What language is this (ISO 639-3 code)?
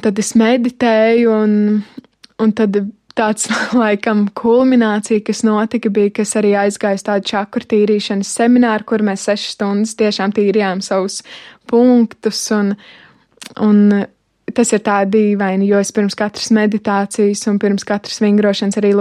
lav